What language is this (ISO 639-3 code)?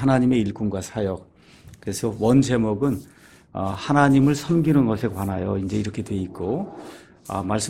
kor